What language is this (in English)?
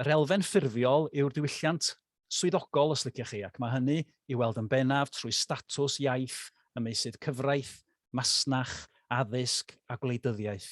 Welsh